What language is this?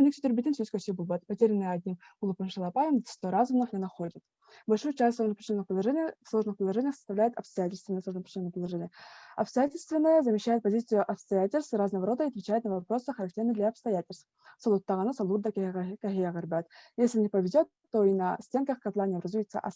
Yakut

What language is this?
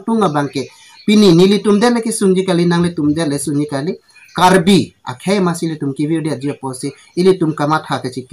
Karbi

